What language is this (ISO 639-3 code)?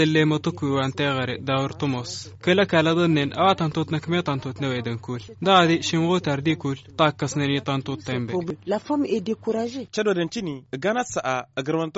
taq